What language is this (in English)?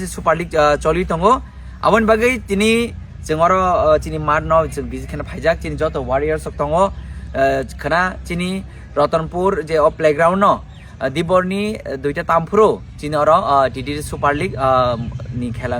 Kok Borok